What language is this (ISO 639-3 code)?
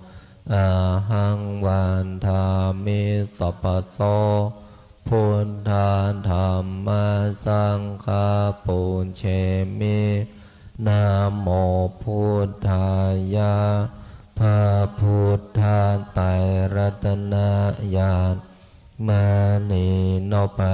pli